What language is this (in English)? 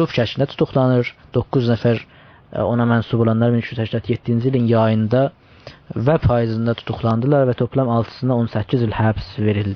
South Azerbaijani